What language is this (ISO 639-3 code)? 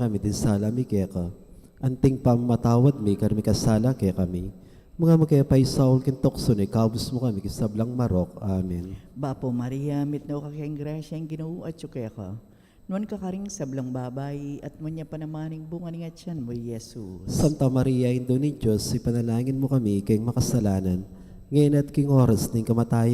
pam